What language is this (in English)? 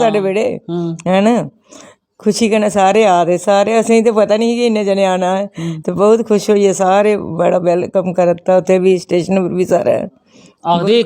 Dogri